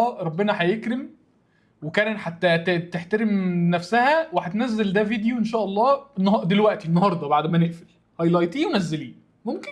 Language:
Egyptian Arabic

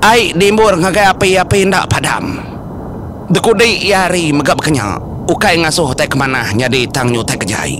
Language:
Iban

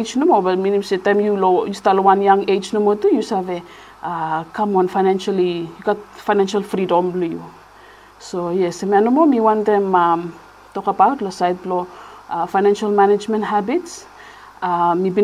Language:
Bislama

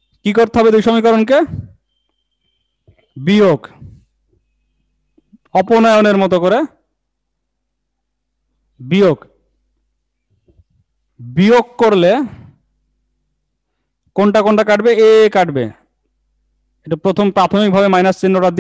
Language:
Bangla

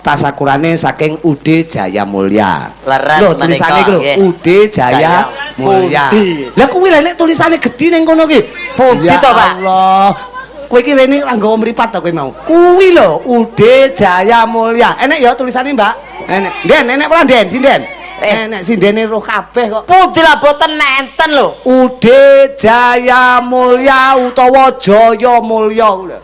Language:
Javanese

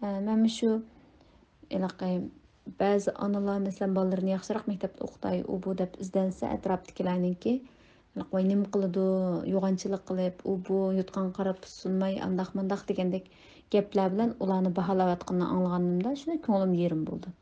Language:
Uyghur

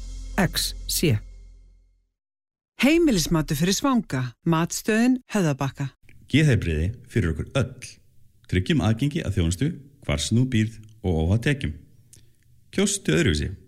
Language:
Icelandic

